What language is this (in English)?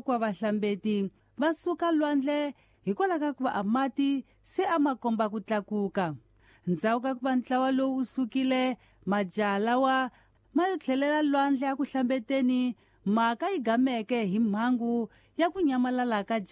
Tsonga